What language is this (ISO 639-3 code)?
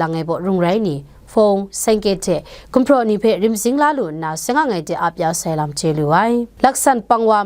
kac